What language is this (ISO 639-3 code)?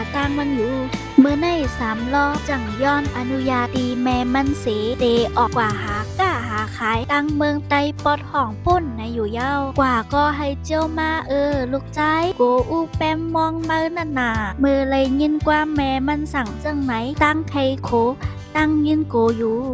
shn